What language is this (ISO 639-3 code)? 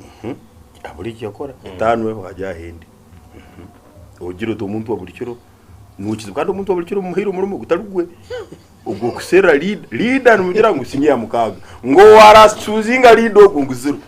nyn